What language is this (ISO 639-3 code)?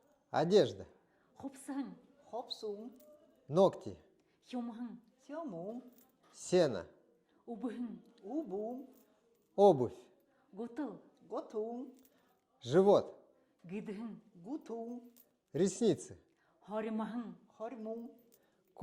bua